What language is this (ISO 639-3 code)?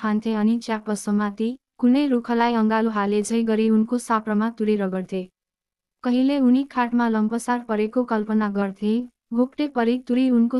nep